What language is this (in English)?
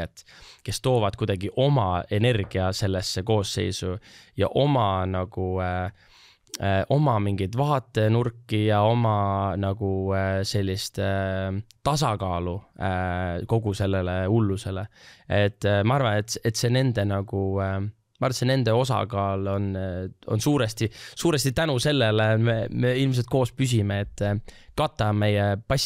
Estonian